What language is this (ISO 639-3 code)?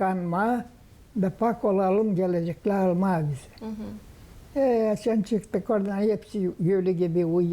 gag